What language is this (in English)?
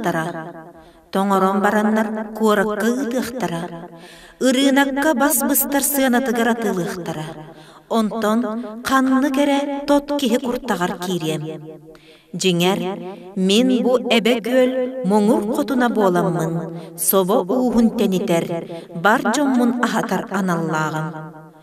Yakut